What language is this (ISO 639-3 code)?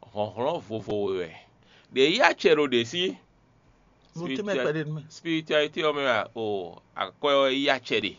fon